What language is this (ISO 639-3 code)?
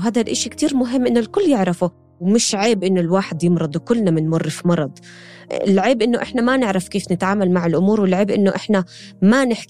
apc